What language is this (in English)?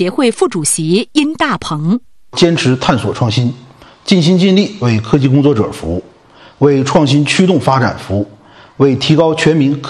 Chinese